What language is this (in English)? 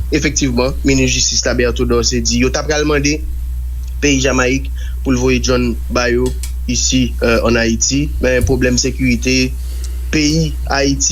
Haitian Creole